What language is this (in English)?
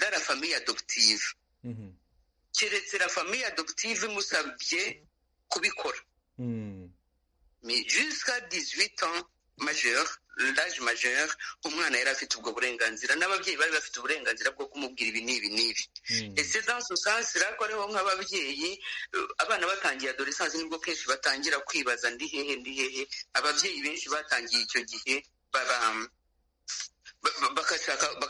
Kinyarwanda